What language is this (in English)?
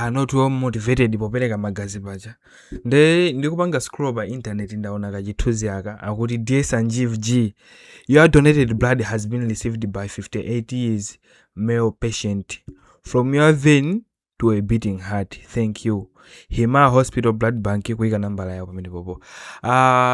Nyanja